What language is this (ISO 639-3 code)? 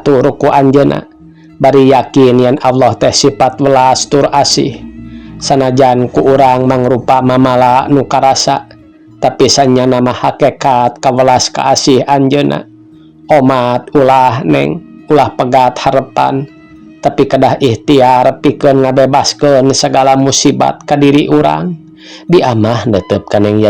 sun